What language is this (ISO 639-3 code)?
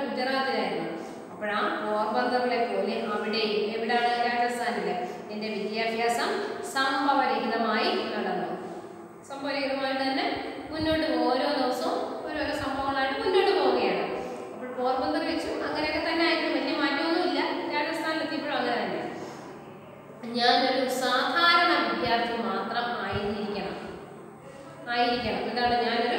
mal